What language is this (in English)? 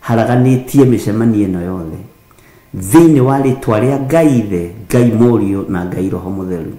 Kikuyu